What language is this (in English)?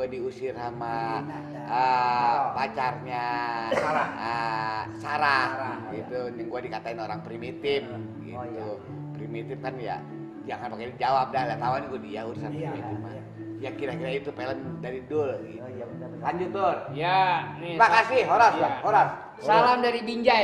Betawi